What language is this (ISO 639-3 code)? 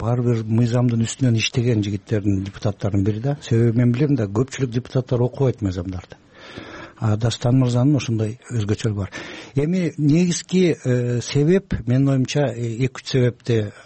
kir